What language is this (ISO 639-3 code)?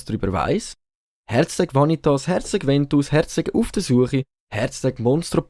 gsw